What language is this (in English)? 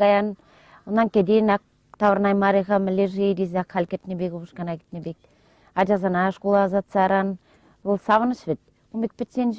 Chuvash